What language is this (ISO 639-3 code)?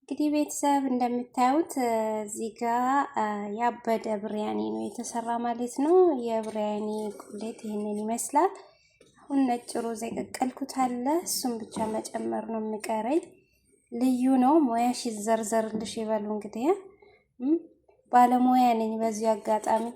amh